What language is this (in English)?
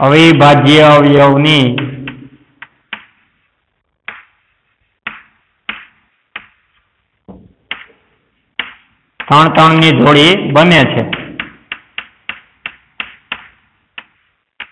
Gujarati